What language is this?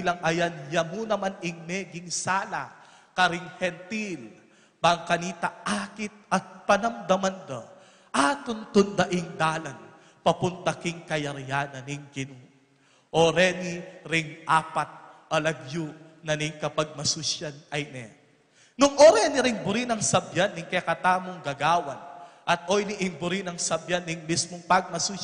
Pampanga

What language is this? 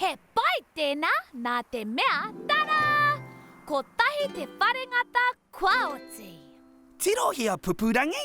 Māori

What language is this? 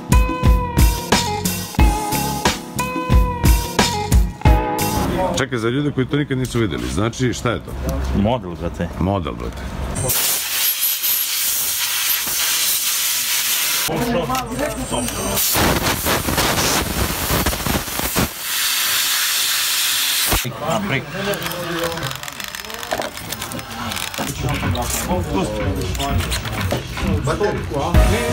Serbian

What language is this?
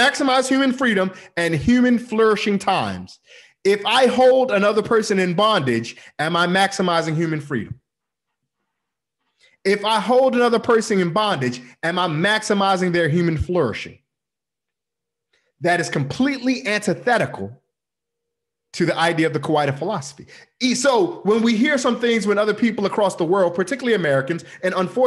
English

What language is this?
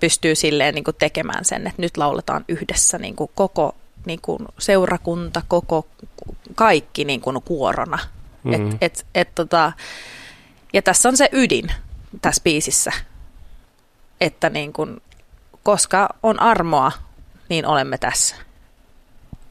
Finnish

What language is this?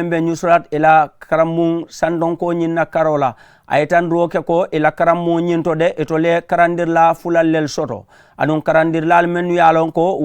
Mandingo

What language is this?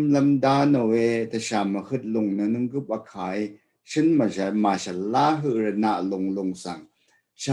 Rawang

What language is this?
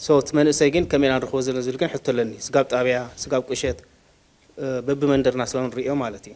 Tigrinya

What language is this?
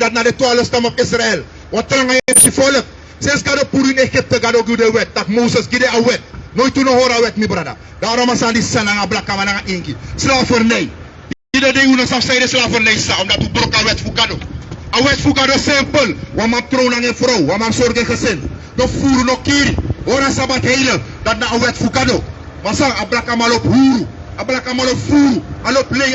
Sranan Tongo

